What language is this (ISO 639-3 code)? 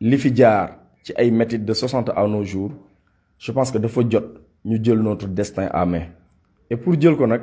wol